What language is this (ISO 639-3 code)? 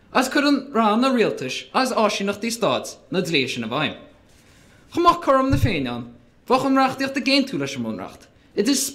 gle